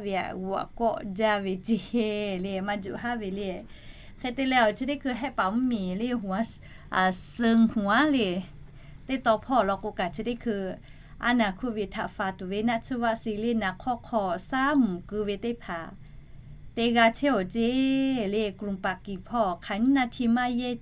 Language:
Lahu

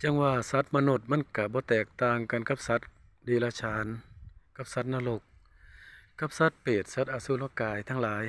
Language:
Northeastern Thai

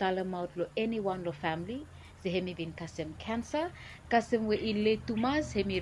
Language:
Bislama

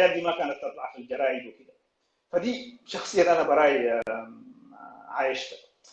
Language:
Sudanese Arabic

